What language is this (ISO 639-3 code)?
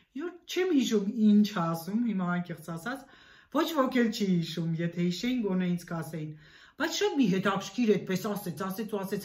hye